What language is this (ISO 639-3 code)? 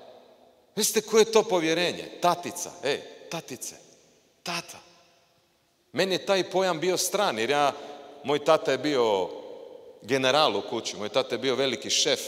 hrv